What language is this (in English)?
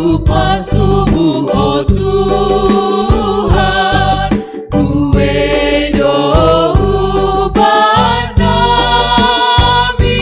Batak Simalungun